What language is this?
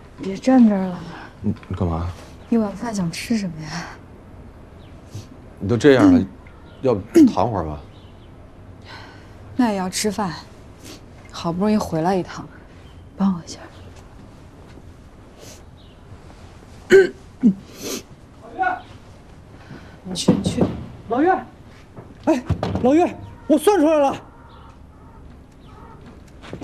Chinese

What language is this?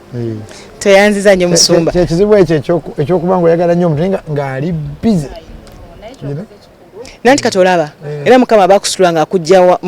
Ganda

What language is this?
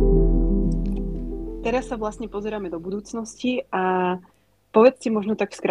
Slovak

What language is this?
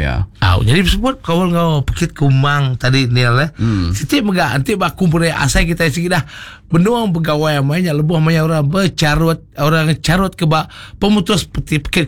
Iban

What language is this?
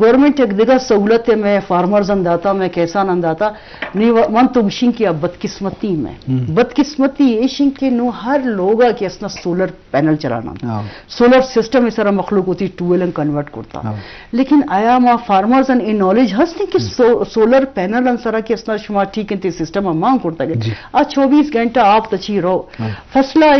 Eastern Balochi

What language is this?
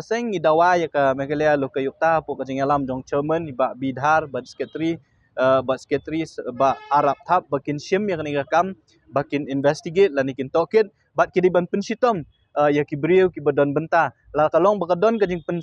Khasi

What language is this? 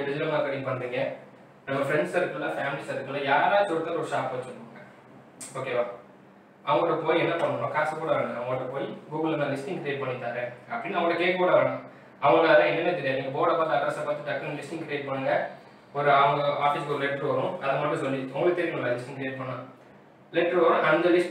Tamil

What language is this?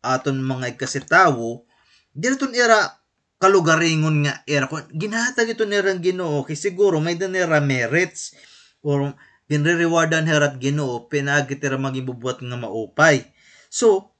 Waray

